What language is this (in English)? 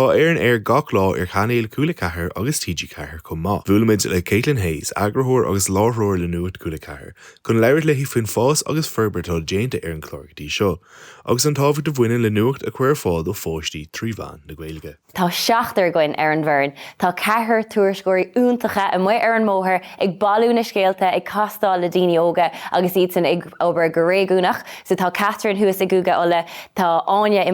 Irish